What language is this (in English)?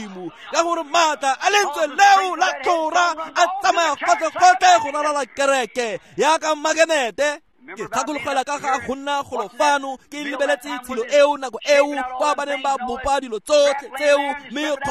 Tswana